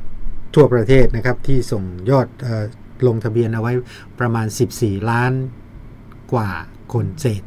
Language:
Thai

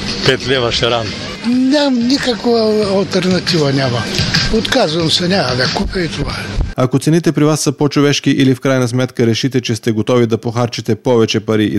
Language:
Bulgarian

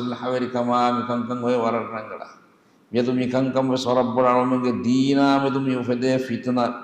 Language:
Divehi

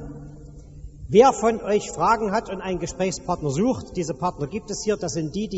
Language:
German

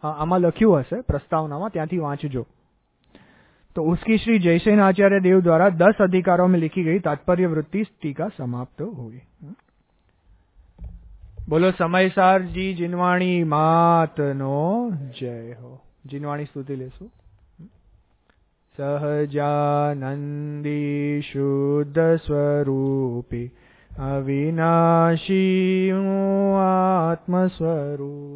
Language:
Gujarati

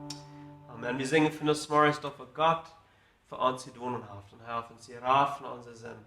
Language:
Plautdietsch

